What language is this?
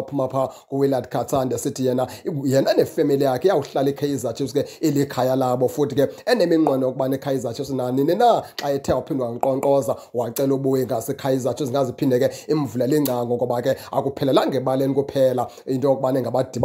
Xhosa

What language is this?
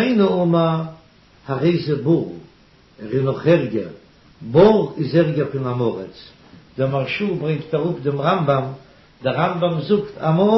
Yiddish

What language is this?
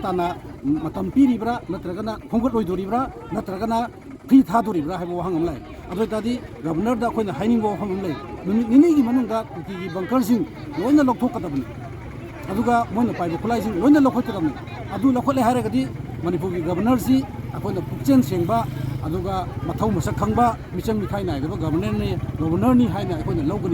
Manipuri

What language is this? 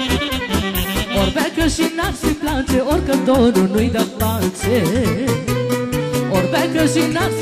Romanian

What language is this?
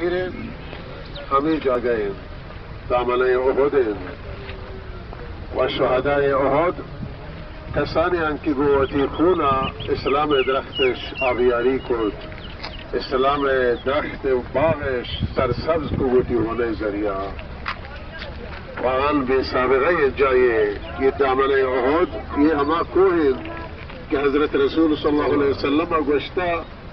Baluchi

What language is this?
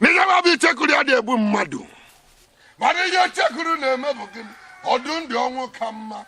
Igbo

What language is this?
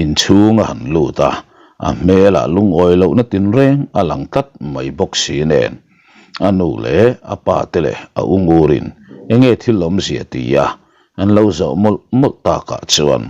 Mizo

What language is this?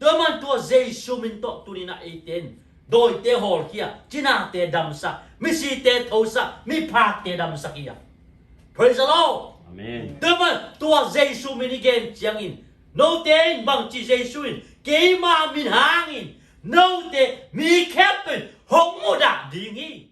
Tedim Chin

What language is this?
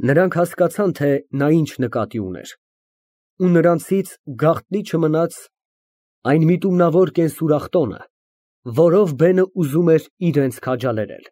Armenian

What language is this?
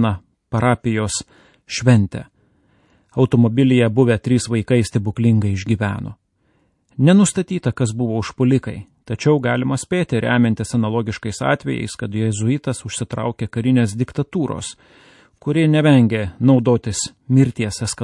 Lithuanian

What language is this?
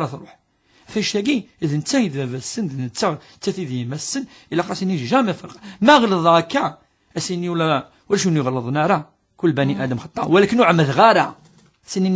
Kabyle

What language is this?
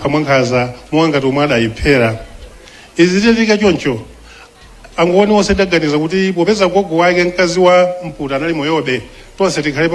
Nyanja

